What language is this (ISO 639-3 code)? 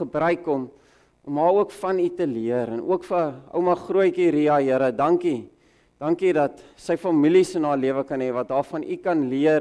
afr